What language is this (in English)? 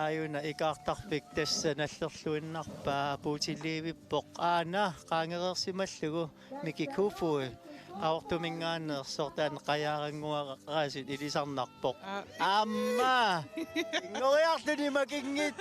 Kalaallisut